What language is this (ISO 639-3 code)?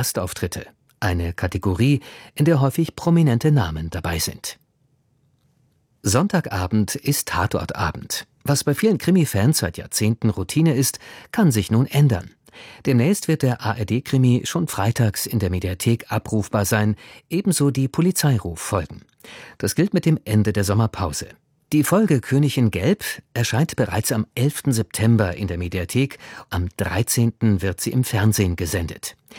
deu